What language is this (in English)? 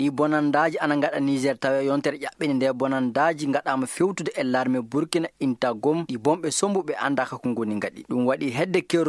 Fula